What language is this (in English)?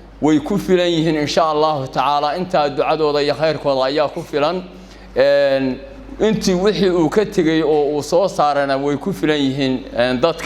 Somali